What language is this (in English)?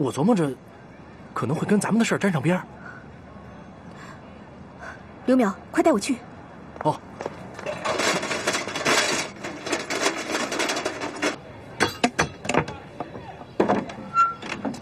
Chinese